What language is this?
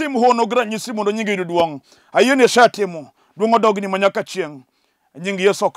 Luo (Kenya and Tanzania)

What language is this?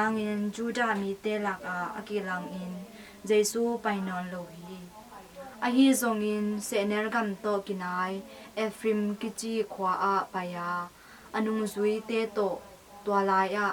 Tedim Chin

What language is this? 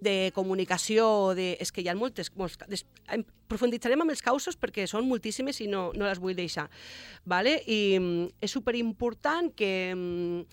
Catalan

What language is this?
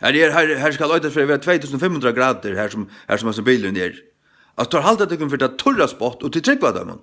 Faroese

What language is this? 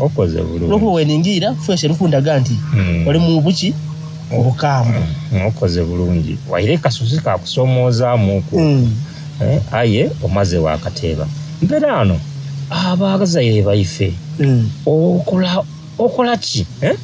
Soga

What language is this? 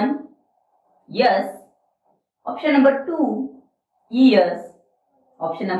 English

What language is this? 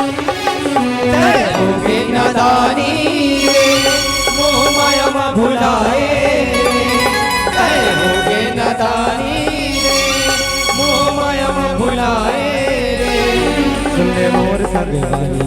Chhattisgarhi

